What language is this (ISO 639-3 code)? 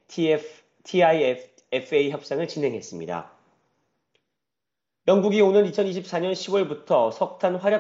kor